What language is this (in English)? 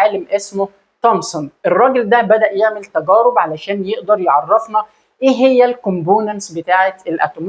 Egyptian Arabic